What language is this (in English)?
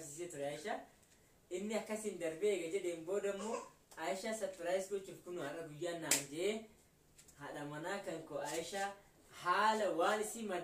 Oromo